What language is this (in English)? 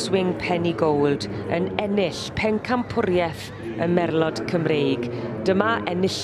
Welsh